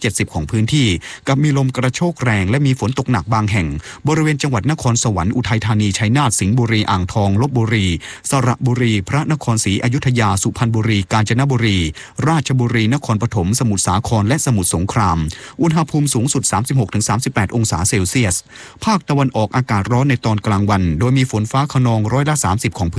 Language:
Thai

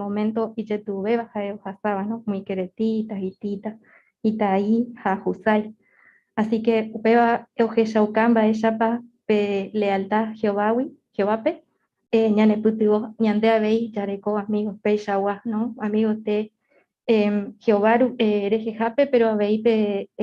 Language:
Guarani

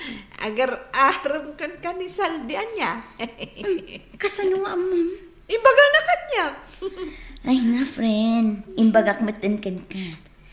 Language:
Iloko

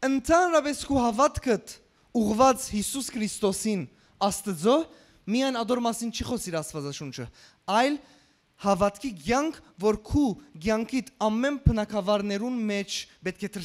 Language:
Western Armenian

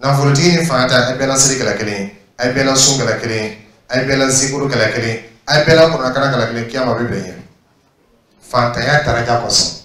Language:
Dyula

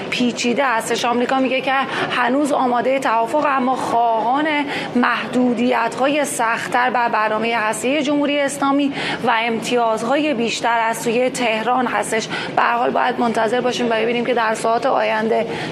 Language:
Persian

